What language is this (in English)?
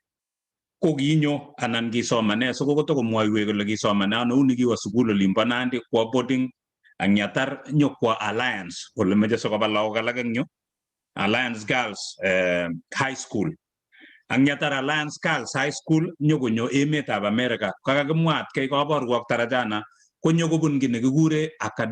Kalenjin